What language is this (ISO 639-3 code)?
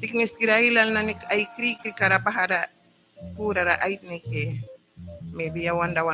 miq